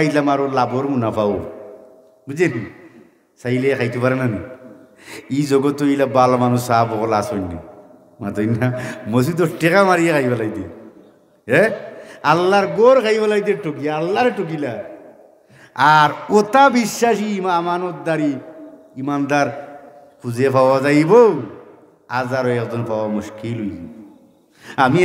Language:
Sylheti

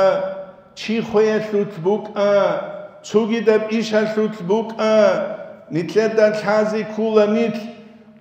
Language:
Avaric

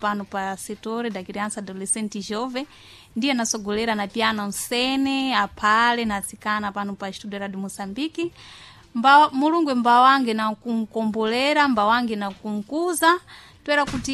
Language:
Sena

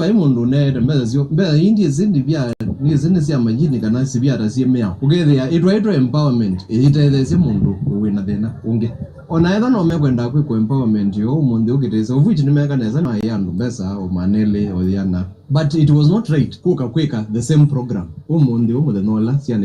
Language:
Kamba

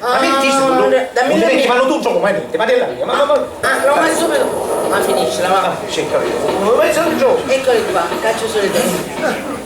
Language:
Sicilian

